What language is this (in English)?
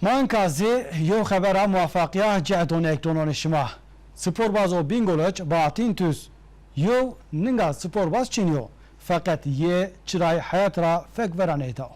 Zaza